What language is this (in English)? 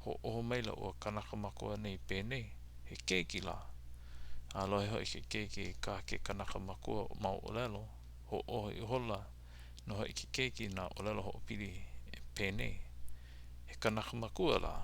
Hawaiian